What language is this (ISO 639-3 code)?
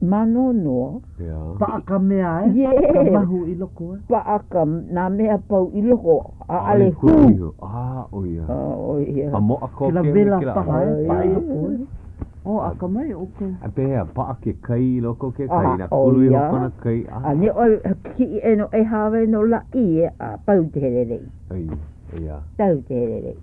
haw